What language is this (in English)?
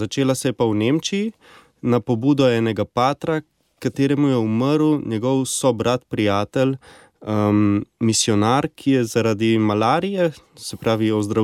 Slovenian